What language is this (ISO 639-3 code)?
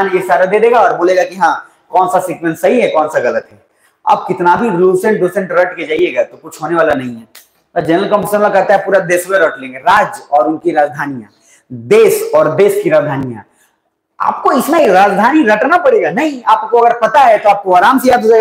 hin